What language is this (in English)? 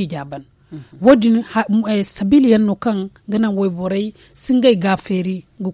Zarma